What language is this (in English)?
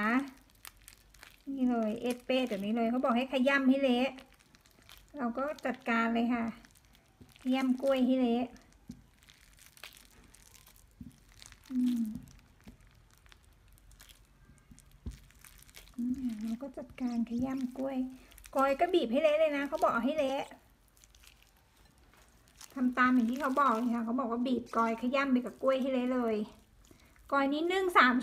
Thai